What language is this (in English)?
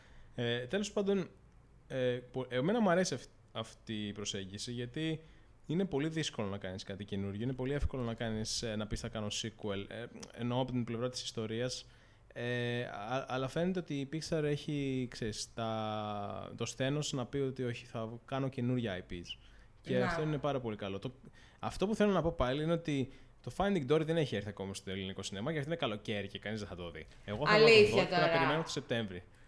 Greek